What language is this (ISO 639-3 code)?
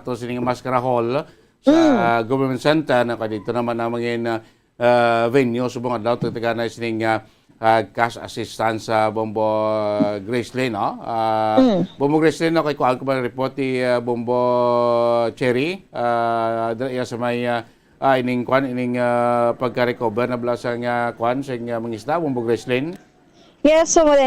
hil